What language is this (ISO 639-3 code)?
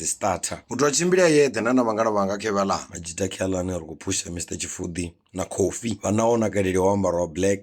ven